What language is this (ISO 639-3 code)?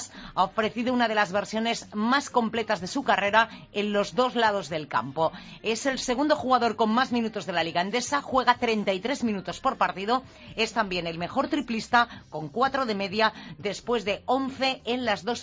spa